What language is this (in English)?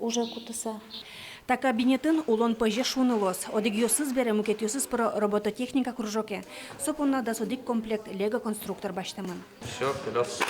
Udmurt